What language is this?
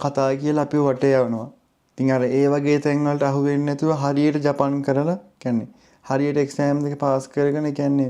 Sinhala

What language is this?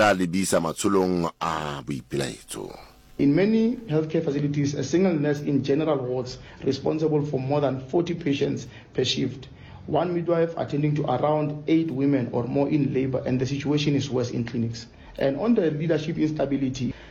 Southern Sotho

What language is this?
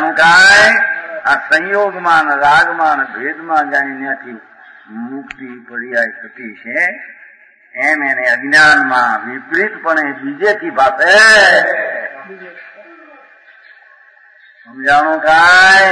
Gujarati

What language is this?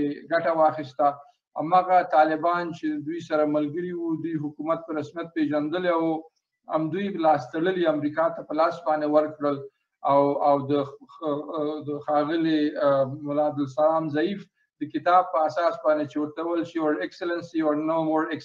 Pashto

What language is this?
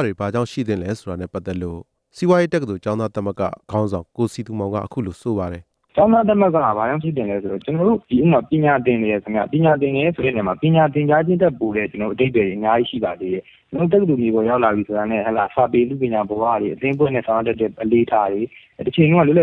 Burmese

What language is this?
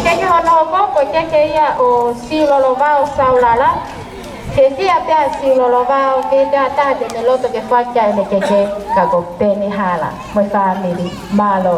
Tongan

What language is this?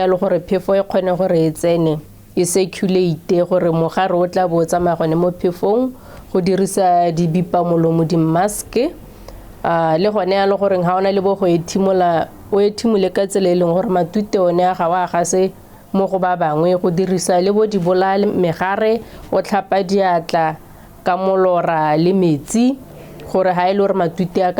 Tswana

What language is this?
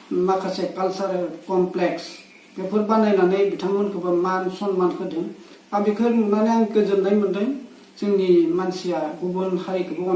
Bodo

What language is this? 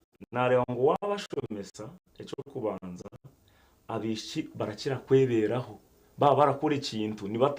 Nyankole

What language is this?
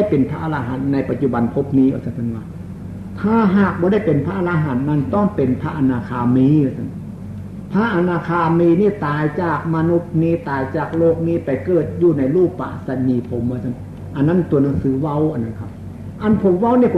Northeastern Thai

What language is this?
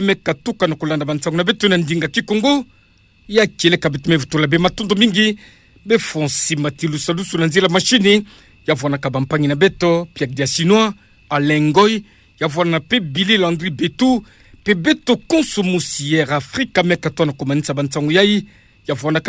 Kituba (Democratic Republic of Congo)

